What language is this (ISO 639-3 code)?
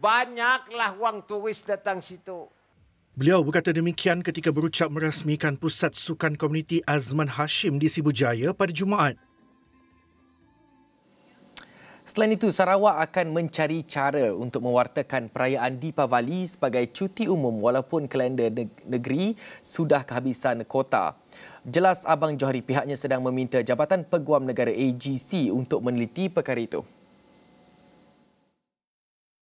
msa